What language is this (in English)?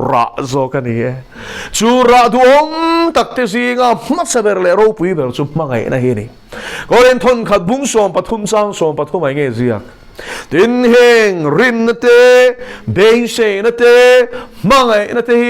Mizo